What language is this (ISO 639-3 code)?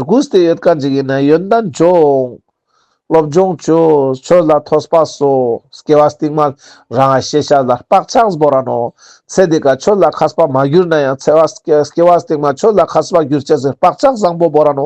lbj